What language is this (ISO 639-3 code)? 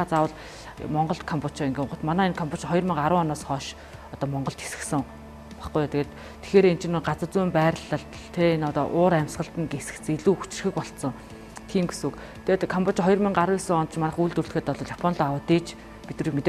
mon